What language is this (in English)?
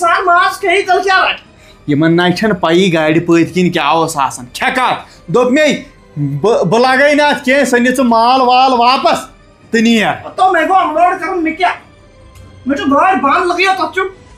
Kashmiri